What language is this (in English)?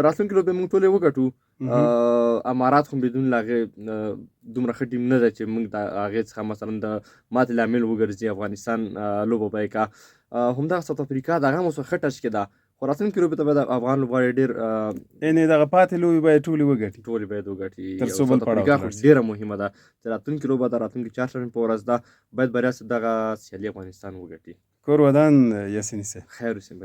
Pashto